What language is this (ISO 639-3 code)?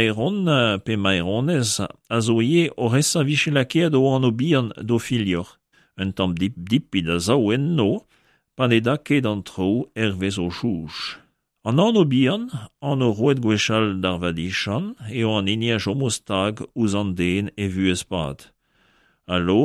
bre